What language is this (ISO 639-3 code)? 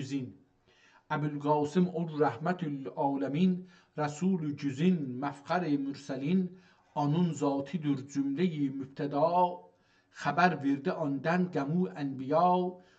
azb